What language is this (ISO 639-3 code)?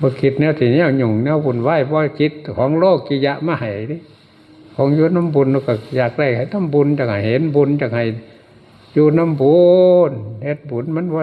tts